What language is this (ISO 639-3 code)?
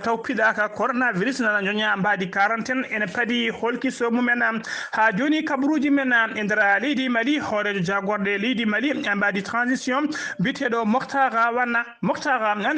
ful